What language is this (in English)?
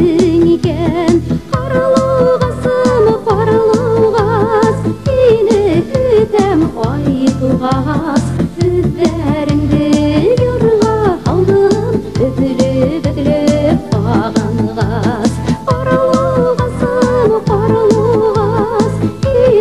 Bashkir